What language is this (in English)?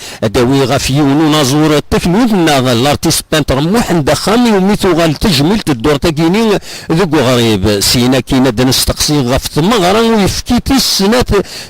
Kabyle